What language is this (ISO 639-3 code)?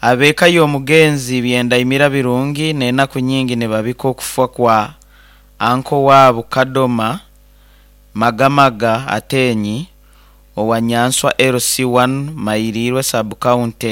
nyn